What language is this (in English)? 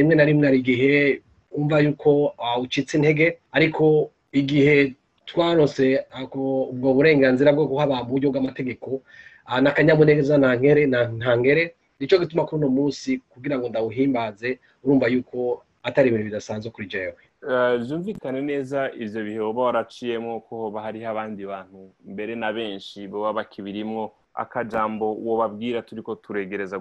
Rundi